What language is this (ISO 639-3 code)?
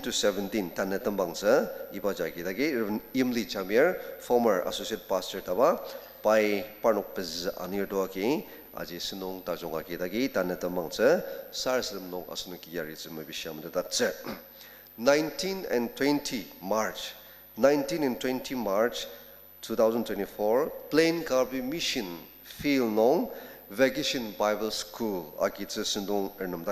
njo